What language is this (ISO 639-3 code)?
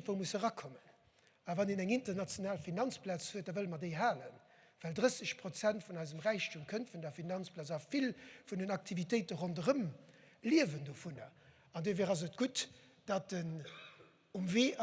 ltz